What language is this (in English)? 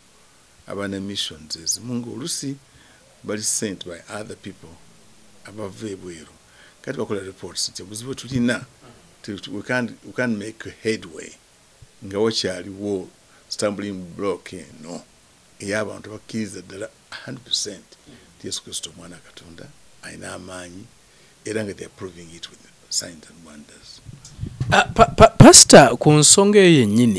Ganda